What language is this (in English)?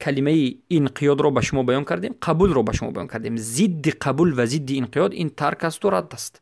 Persian